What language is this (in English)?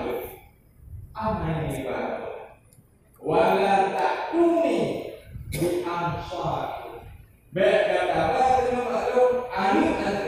Achinese